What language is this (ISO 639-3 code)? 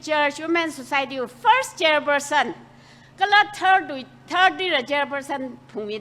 nmf